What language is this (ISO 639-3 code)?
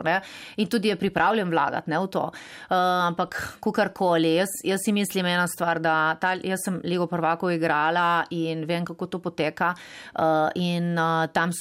slv